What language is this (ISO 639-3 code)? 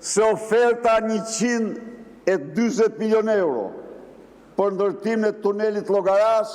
sqi